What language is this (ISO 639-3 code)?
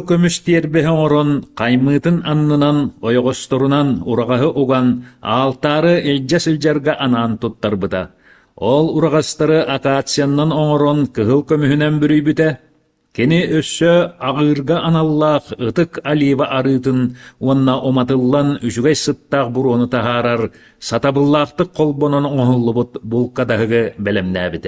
sah